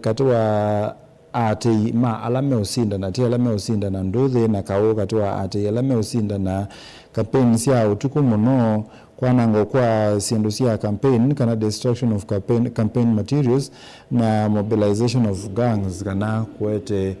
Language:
Kamba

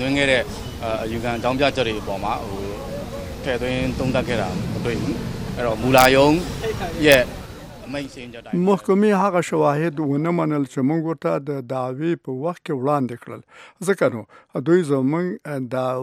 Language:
Pashto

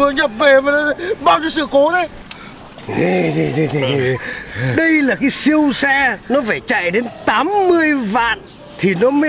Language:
Vietnamese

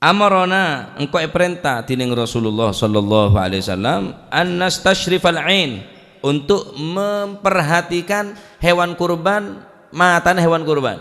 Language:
Madurese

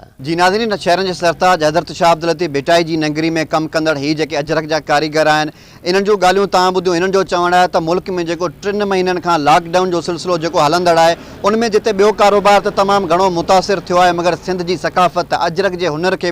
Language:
Sindhi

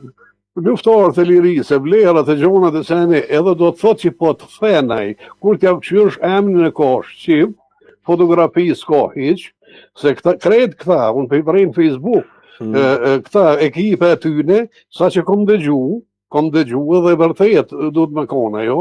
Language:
Albanian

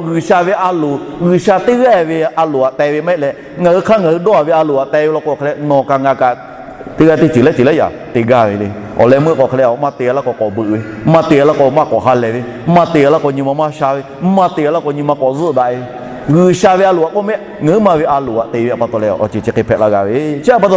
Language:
Lahu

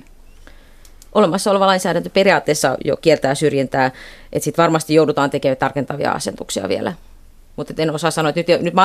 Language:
Finnish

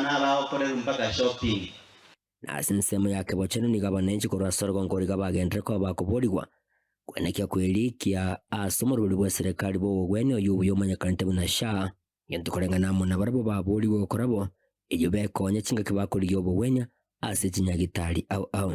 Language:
Gusii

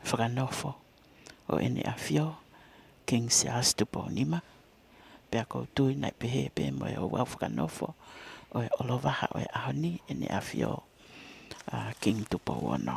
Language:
Tongan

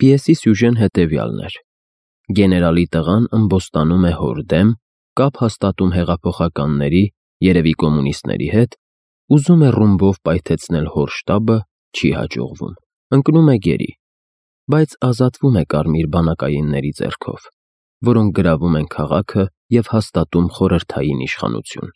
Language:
Armenian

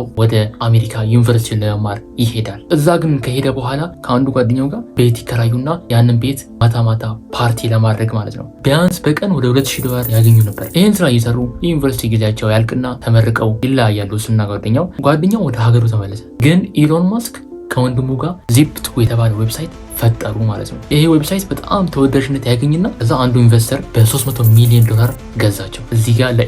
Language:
Amharic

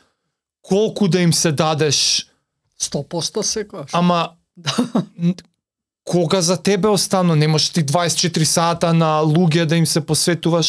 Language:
Macedonian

